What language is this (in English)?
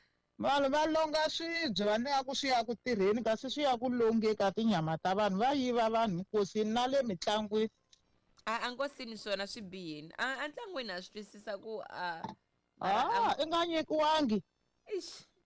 Tsonga